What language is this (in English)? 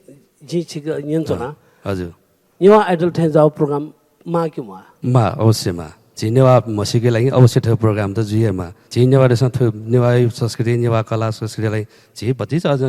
Newari